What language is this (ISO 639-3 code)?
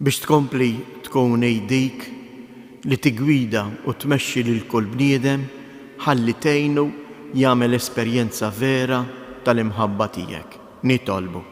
mlt